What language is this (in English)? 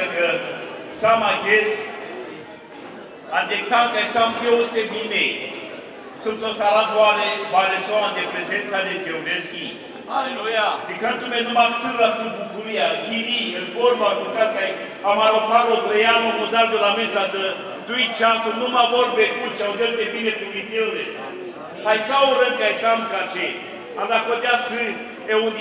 Romanian